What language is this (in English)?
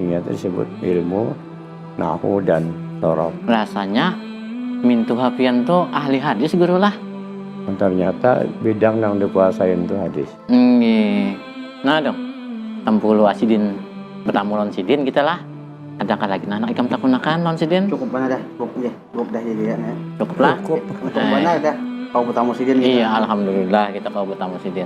Banjar